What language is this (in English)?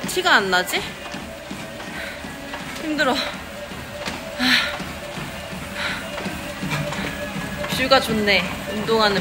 Korean